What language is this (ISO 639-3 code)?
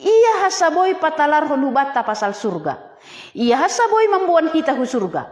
bts